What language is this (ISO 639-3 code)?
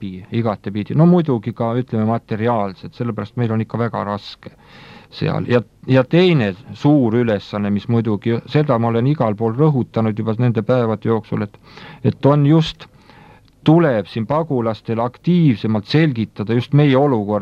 est